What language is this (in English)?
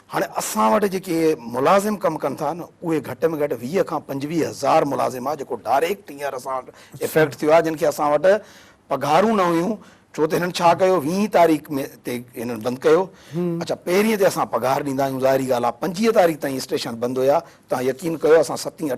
Sindhi